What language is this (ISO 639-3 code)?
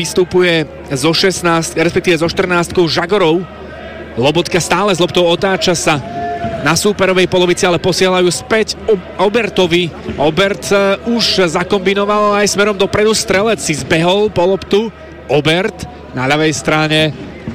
slk